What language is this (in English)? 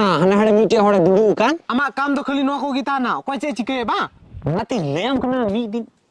Santali